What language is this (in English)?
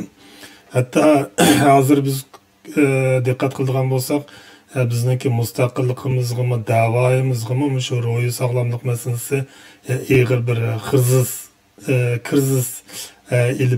Uyghur